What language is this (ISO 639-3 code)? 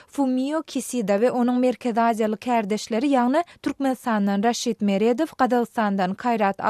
tuk